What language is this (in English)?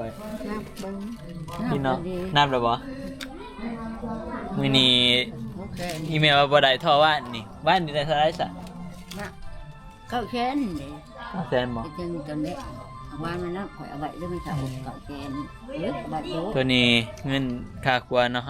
Northeastern Thai